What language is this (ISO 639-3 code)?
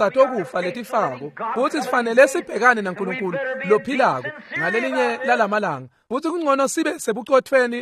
ssw